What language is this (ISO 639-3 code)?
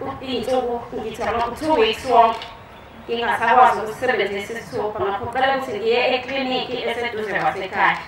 zul